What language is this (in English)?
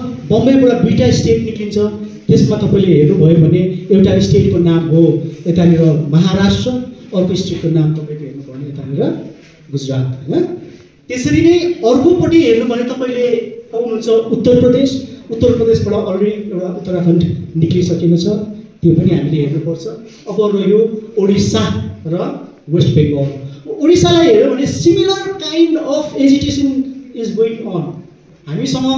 Nepali